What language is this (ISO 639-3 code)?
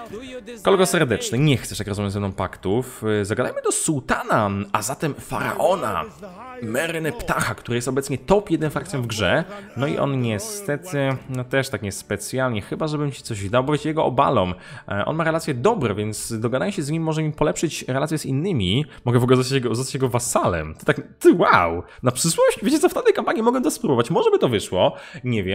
pol